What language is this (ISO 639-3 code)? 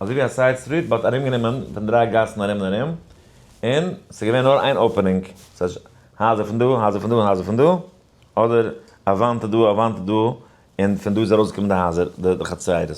yid